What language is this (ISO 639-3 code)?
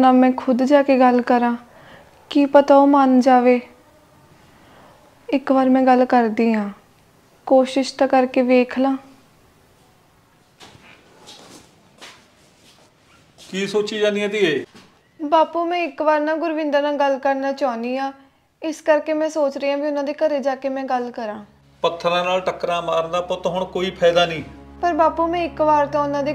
pan